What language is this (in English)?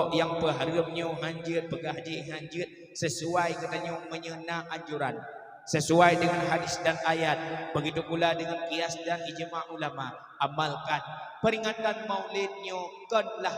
Achinese